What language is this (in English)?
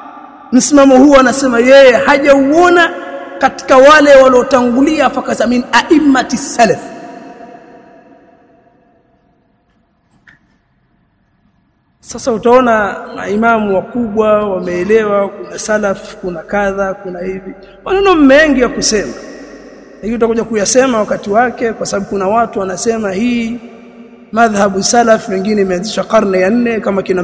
Swahili